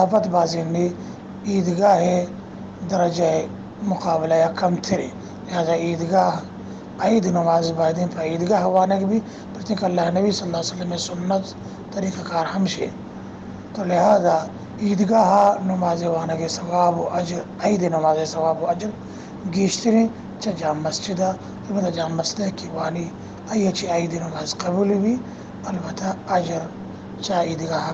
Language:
Baluchi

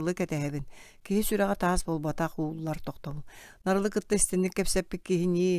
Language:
Yakut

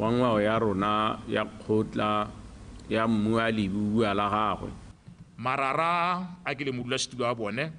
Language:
Tswana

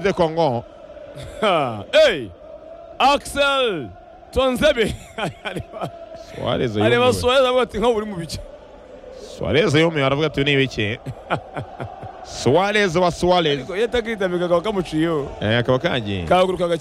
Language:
Kinyarwanda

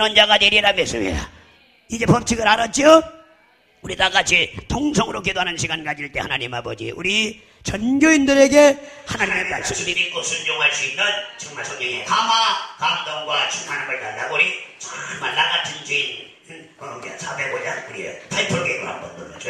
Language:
Korean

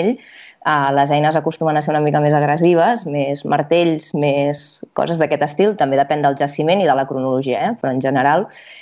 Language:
Catalan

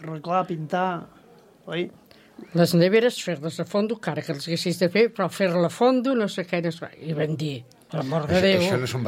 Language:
Catalan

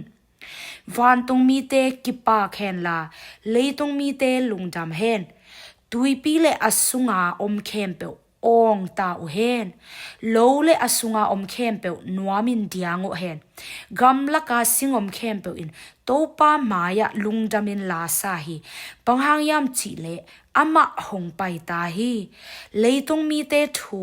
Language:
Tedim Chin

